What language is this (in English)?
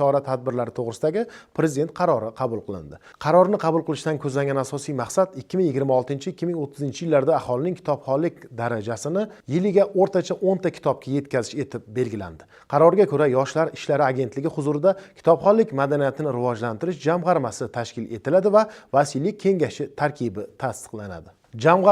Uzbek